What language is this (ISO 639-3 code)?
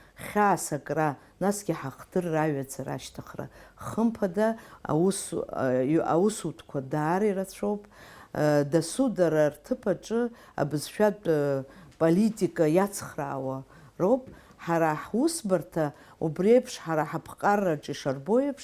abk